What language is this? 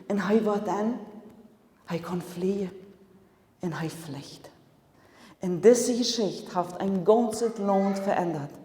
Plautdietsch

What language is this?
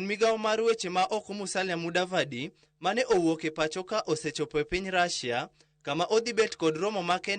Luo (Kenya and Tanzania)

